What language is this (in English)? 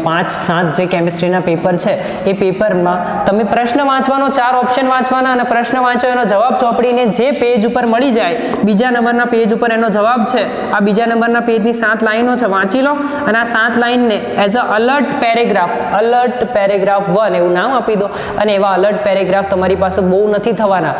Gujarati